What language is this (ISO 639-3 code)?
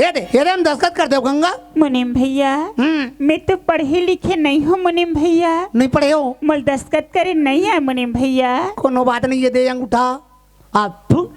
hne